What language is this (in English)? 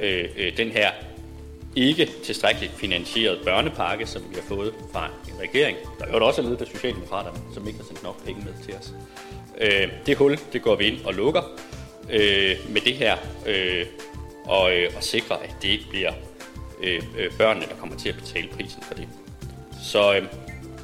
Danish